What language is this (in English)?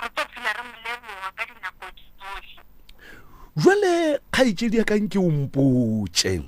Northern Sotho